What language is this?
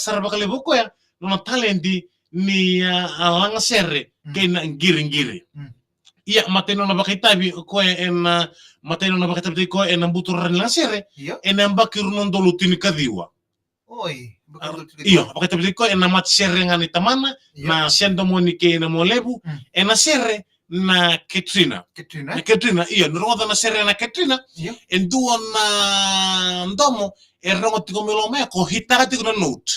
Fijian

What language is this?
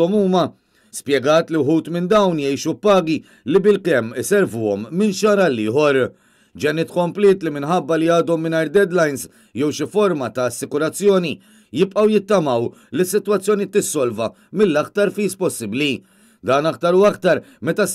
Maltese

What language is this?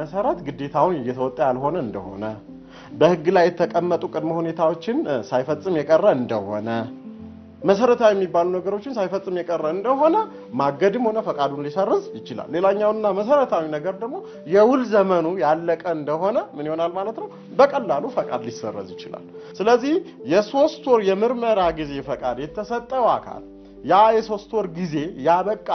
Amharic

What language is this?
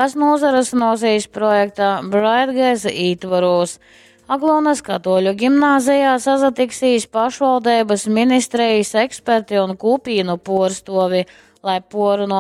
Latgalian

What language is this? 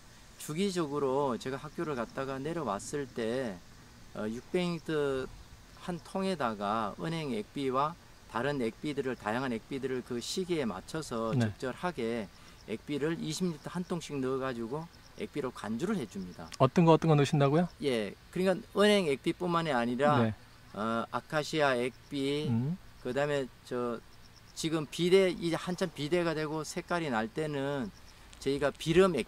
Korean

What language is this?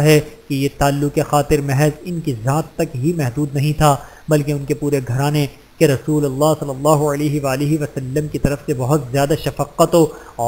Urdu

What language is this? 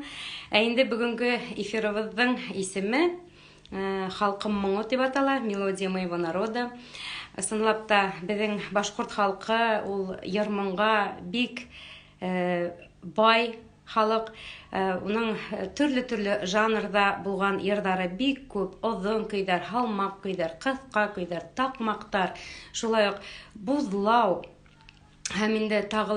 Bashkir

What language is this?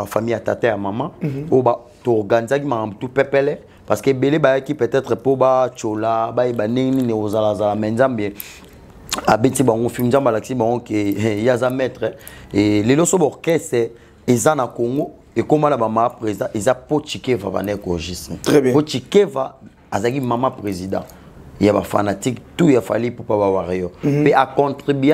Lingala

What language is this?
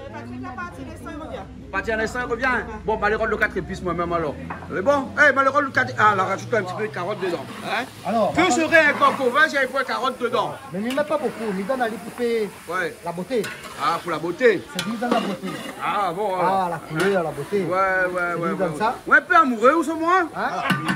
Réunion Creole French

